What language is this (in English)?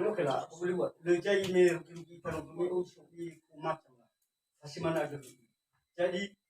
Nias